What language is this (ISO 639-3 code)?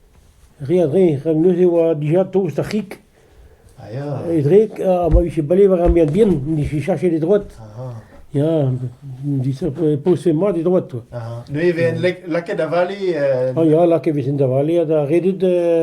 bre